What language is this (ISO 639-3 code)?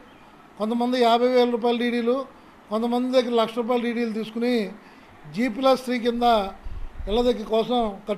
tel